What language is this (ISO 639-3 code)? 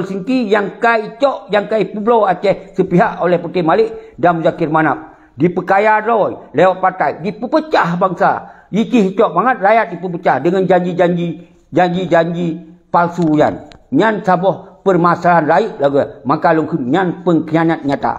ace